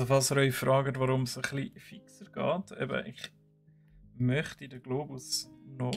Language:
Swiss German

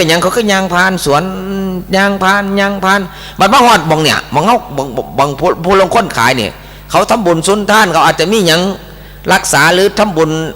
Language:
Northeastern Thai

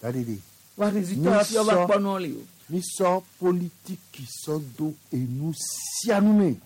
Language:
Gen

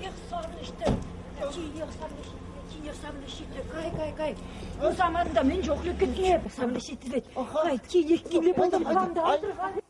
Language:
Chuvash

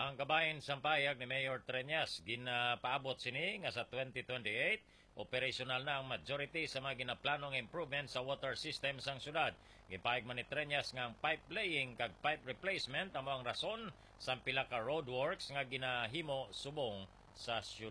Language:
Hiligaynon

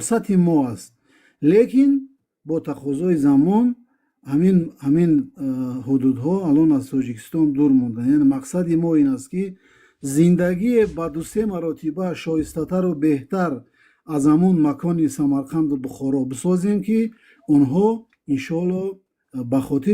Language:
Tajik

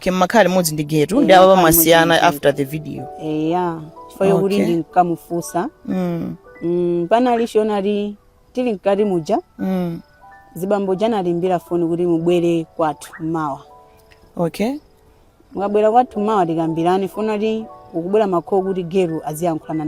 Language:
Nyanja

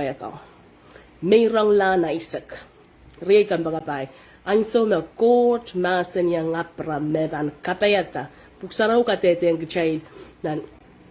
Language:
Pohnpeian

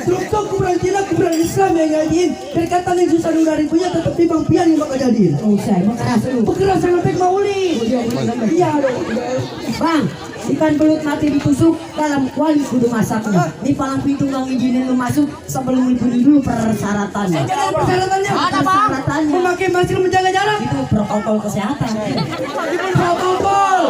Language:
Betawi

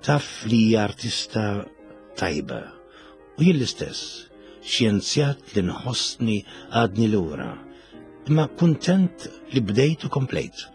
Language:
Maltese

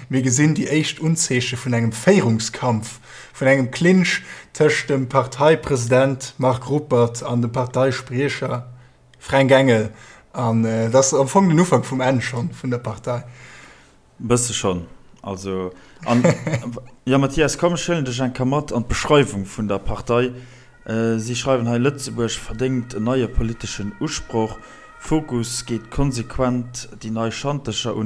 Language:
Luxembourgish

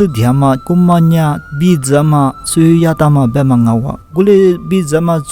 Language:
Lisu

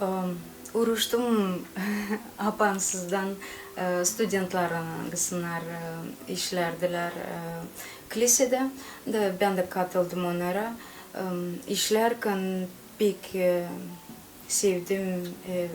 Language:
Gagauz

